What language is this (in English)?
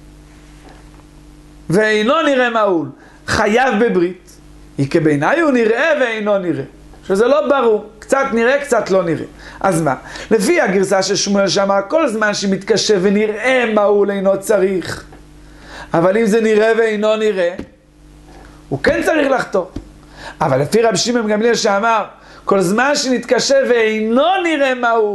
Hebrew